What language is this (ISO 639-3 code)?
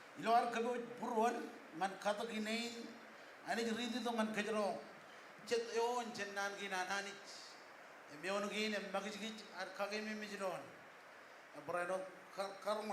mah